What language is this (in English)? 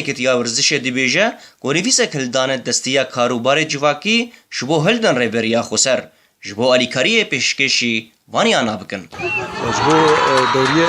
Kurdish